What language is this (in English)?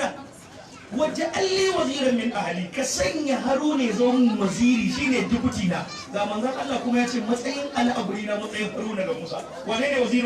Hausa